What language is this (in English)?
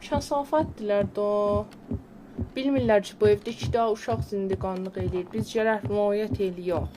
South Azerbaijani